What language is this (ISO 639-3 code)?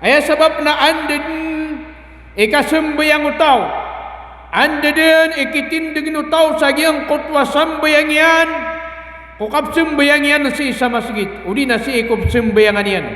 mrw